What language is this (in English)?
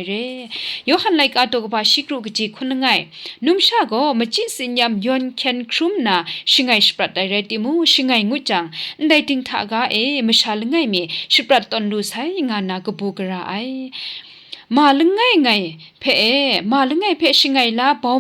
Kachin